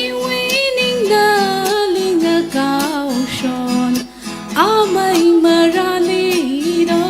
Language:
Tangkhul Naga (India)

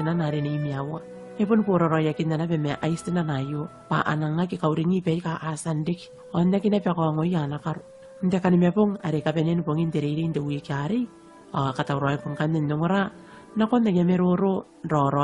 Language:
Gilbertese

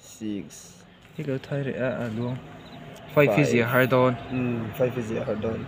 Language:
Mizo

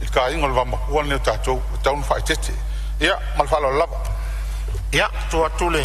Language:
Samoan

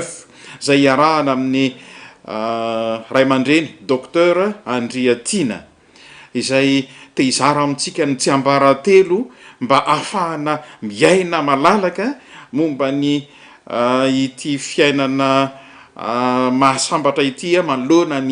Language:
Malagasy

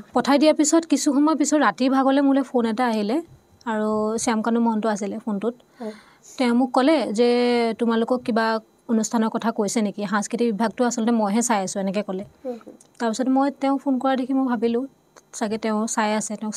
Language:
Assamese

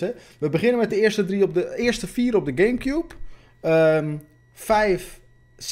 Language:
Dutch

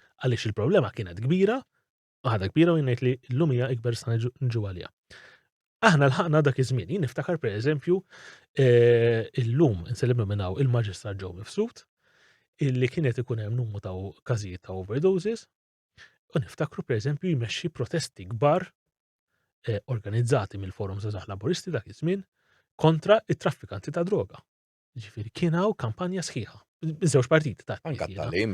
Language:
Maltese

